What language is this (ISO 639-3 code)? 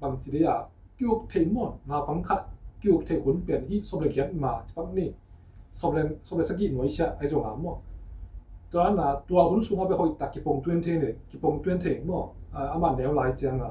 ctd